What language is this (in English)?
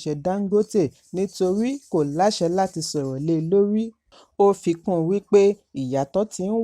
Yoruba